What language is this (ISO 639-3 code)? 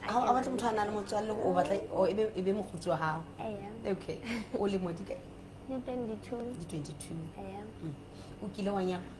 sot